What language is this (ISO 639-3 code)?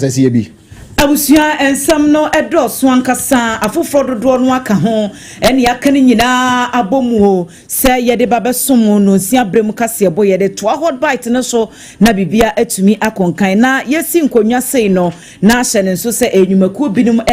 aka